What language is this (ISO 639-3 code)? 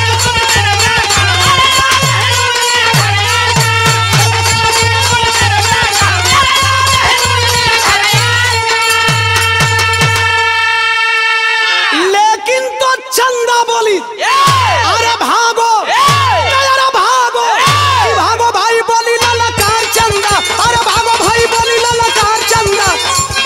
bho